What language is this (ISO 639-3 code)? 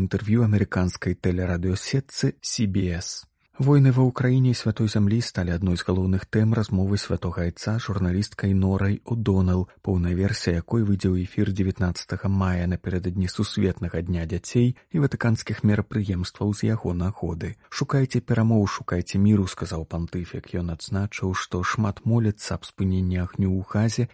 bel